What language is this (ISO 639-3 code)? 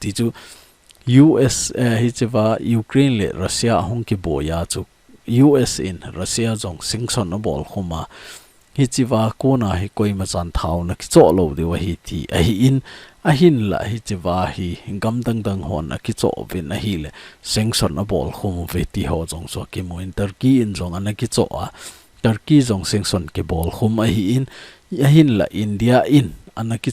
tcz